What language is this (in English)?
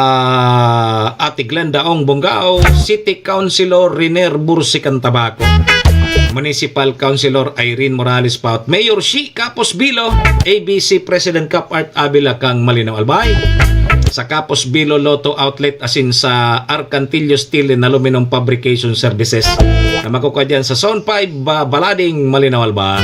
Bikol